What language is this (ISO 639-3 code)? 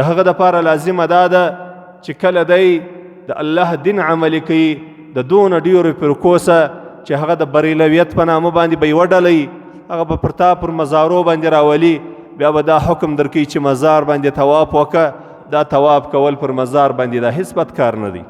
pus